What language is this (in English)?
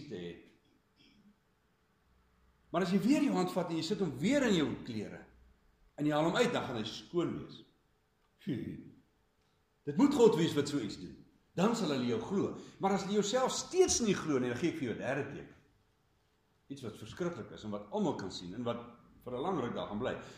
Afrikaans